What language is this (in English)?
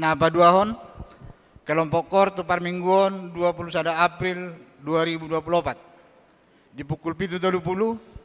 Batak Toba